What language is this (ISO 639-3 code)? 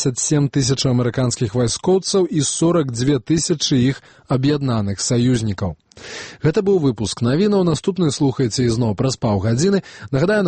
bel